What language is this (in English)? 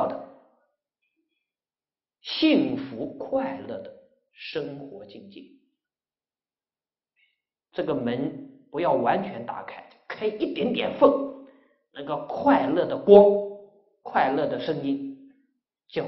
Chinese